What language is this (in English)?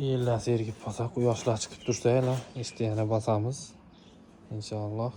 Uzbek